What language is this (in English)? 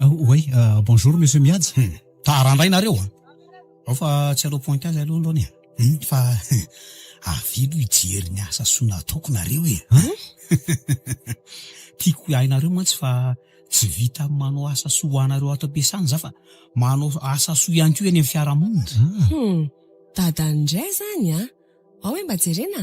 Malagasy